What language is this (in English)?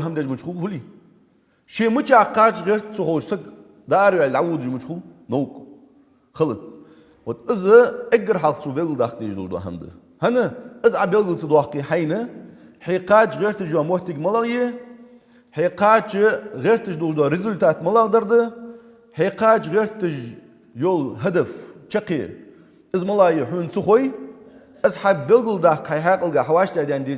Ingush